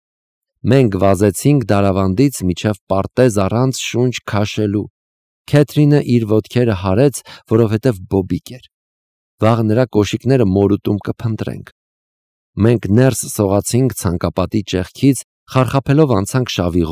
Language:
Armenian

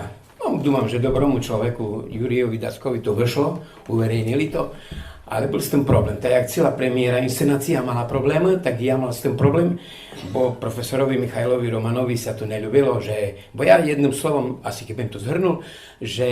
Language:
Rusyn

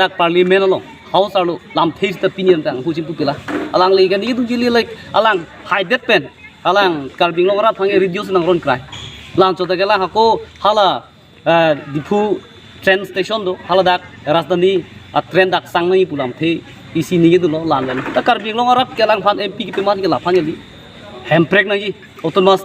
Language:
Karbi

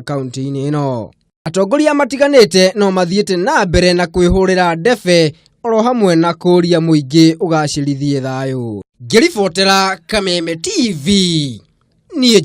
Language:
Kikuyu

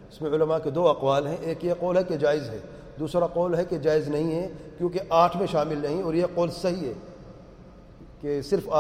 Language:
Urdu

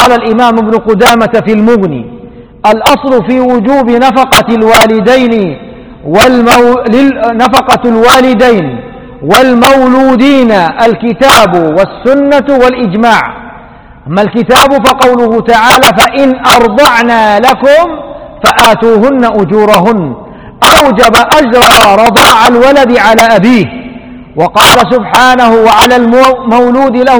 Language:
Arabic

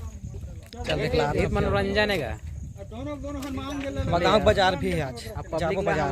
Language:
Chhattisgarhi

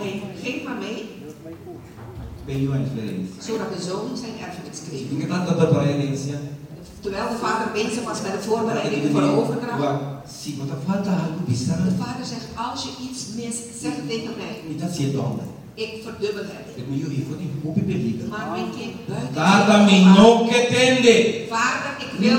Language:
Dutch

